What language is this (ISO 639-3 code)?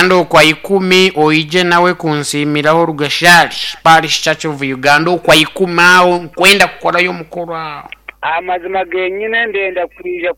nyn